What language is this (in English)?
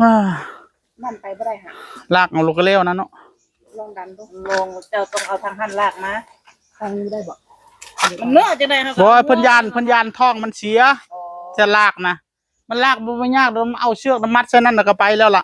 Northeastern Thai